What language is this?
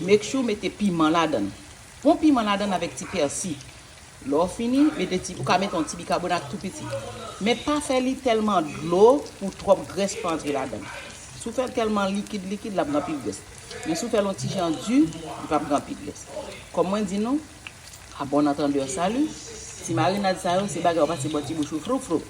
Haitian Creole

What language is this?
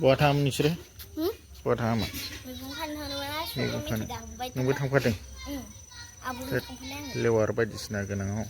Bodo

